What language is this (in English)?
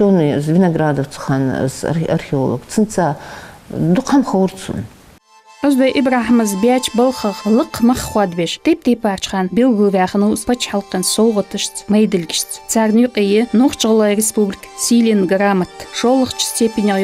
Ingush